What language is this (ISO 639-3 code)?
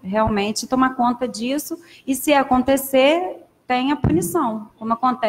por